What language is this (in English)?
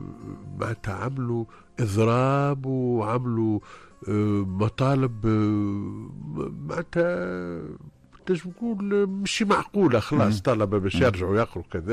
Tunisian Arabic